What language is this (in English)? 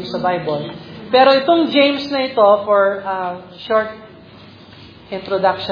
Filipino